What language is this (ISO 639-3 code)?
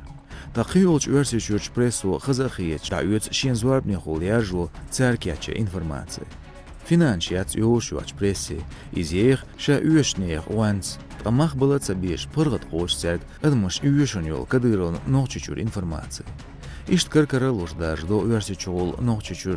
che